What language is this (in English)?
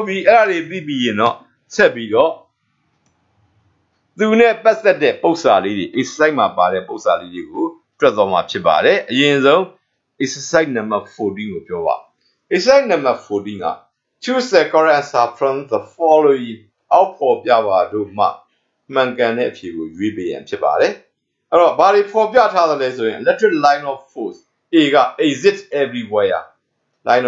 Burmese